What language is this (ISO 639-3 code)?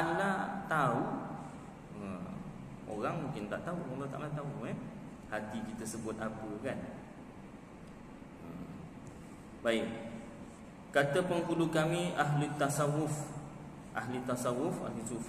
msa